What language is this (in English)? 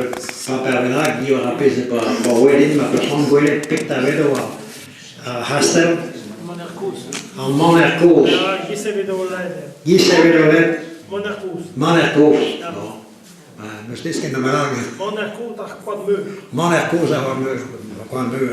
Breton